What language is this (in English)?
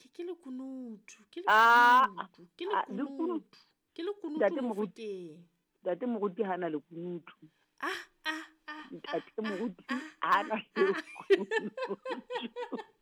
Southern Sotho